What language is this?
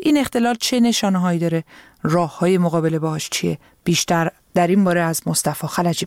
Persian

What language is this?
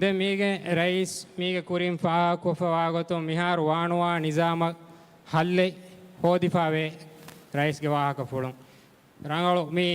Divehi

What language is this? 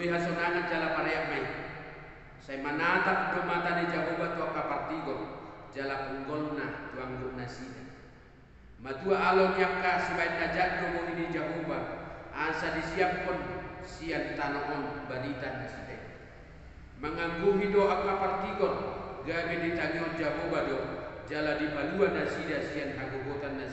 Batak Toba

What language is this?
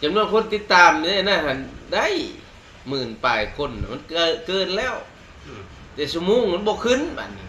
Lao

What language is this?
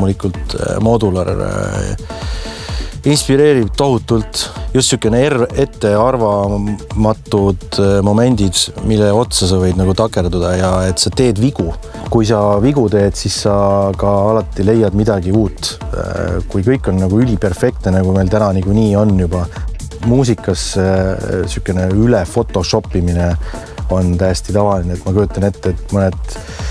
Estonian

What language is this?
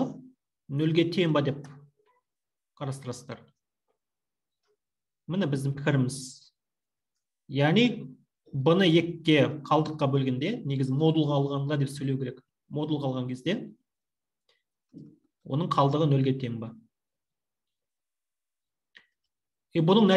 Kazakh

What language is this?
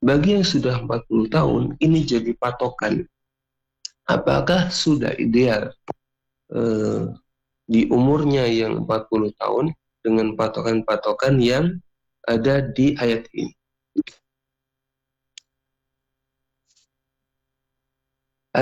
Indonesian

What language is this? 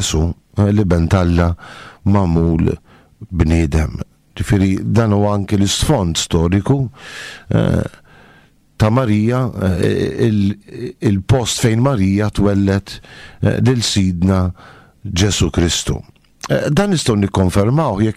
Maltese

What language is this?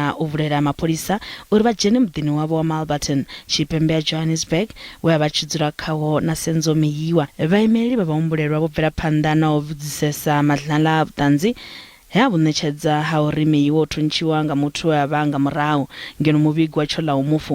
Venda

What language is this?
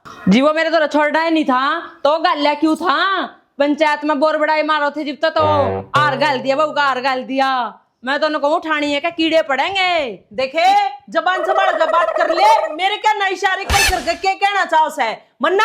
Haryanvi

